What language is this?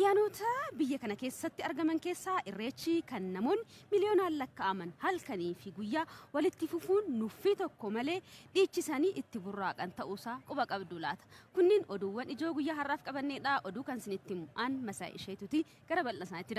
Oromo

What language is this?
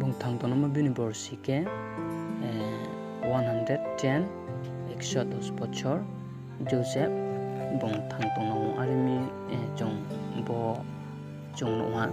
Riang (India)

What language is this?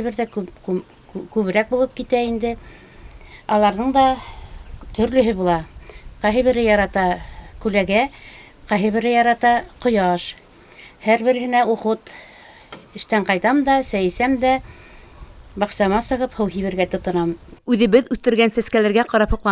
Bashkir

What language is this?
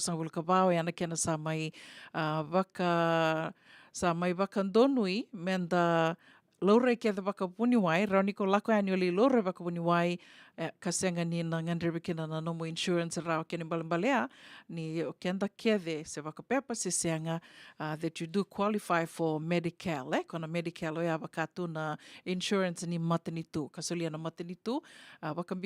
Fijian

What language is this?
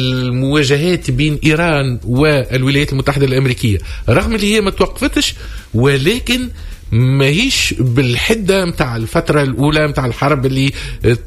Tunisian Arabic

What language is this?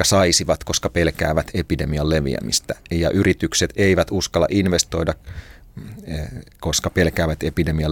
Finnish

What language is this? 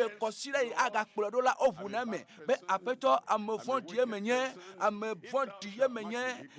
Ewe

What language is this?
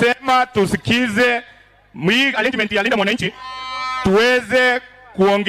Gusii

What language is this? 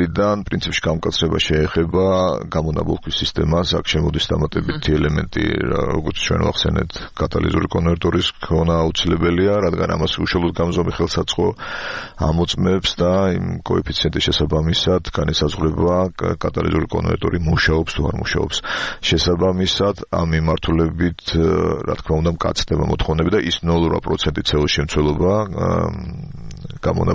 Georgian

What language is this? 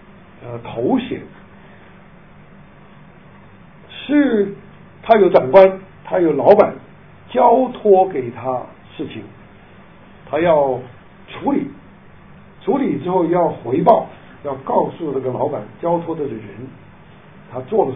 Chinese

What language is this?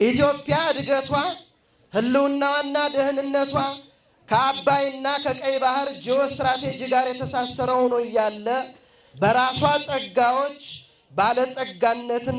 Amharic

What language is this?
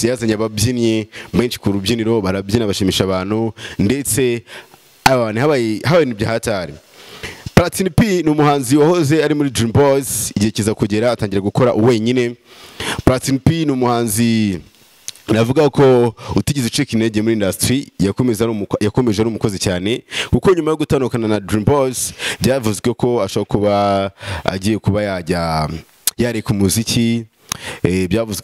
Kinyarwanda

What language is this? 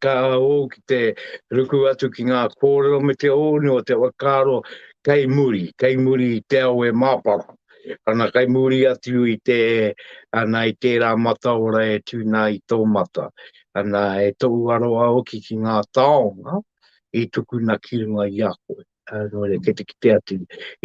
Māori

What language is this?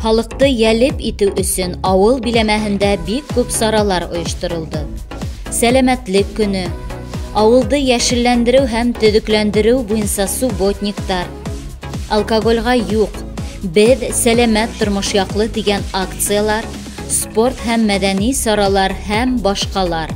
Bashkir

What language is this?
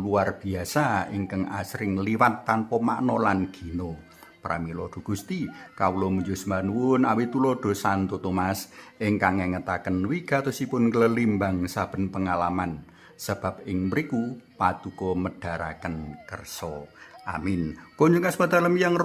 Javanese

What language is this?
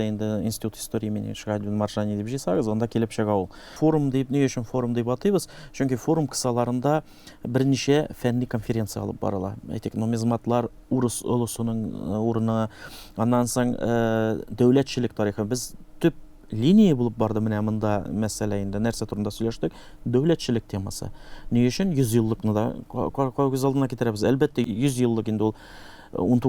Tatar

